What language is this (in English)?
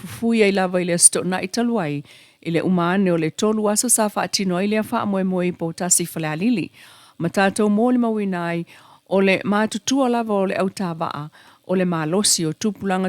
Samoan